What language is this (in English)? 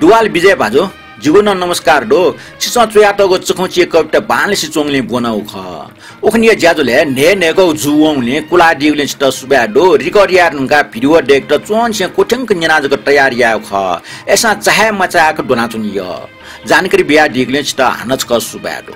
Newari